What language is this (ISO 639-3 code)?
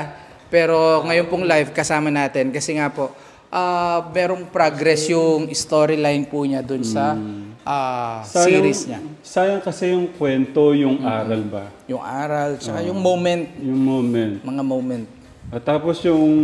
fil